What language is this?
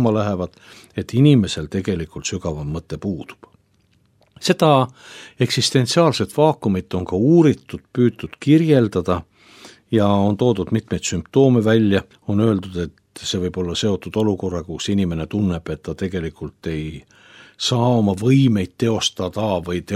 Estonian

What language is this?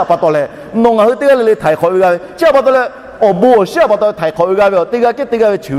Lahu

